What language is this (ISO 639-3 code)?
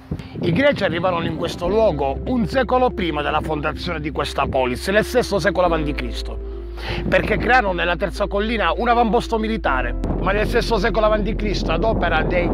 ita